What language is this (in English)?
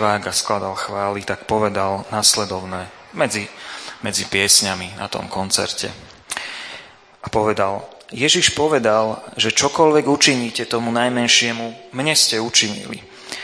Slovak